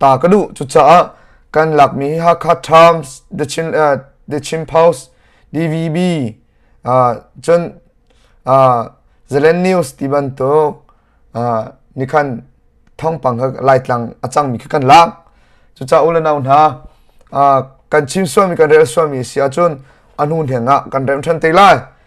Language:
Hakha Chin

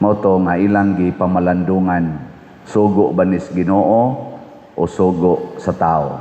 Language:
Cebuano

